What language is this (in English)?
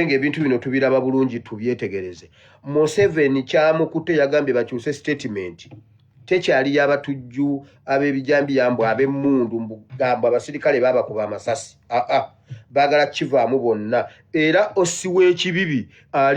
Ganda